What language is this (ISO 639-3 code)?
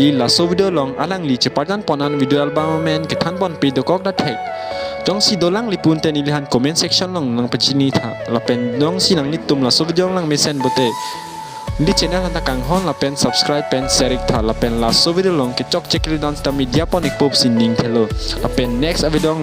mjw